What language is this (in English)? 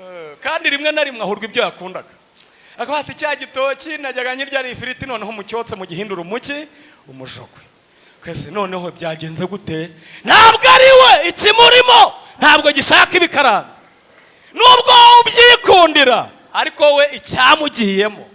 Kinyarwanda